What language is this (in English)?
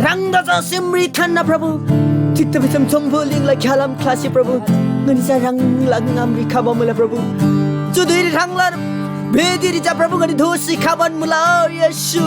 Eastern Tamang